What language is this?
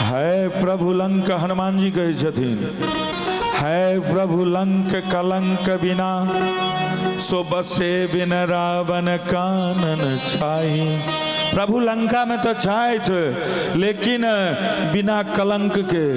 Maithili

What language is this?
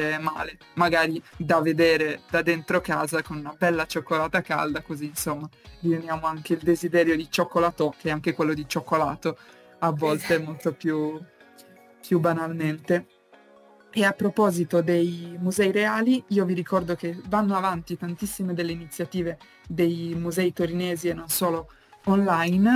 Italian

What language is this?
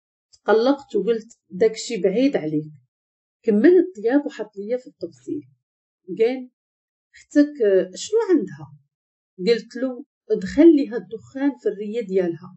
Moroccan Arabic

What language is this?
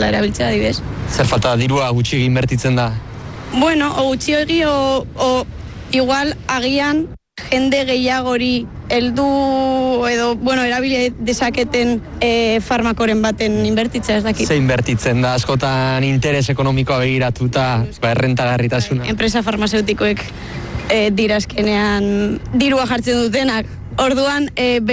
Basque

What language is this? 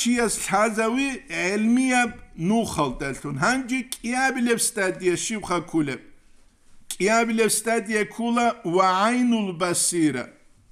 Avaric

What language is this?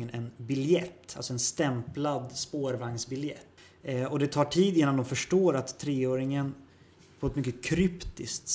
Swedish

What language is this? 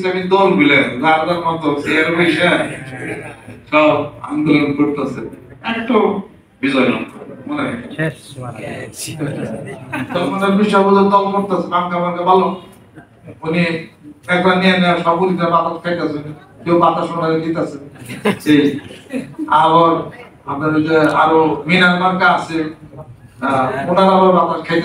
Bangla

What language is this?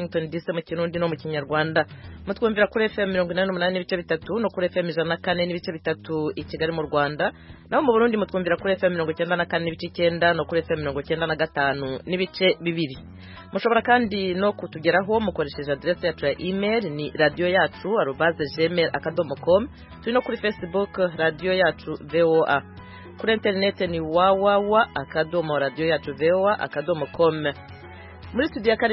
Kinyarwanda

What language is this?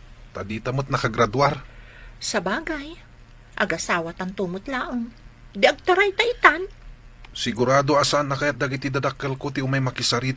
Iloko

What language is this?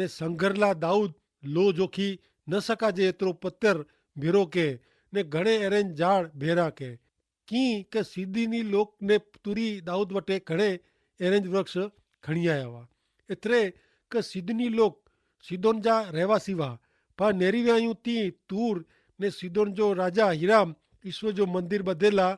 Kachhi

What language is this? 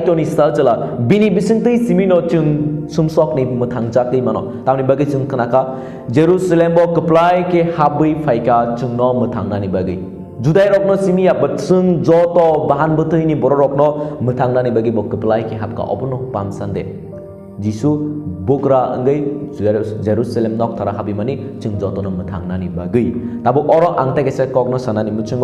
Kok Borok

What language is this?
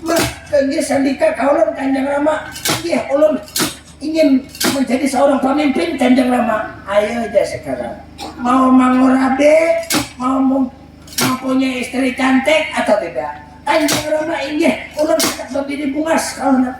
Banjar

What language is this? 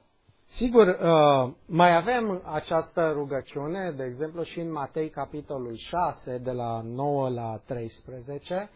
Romanian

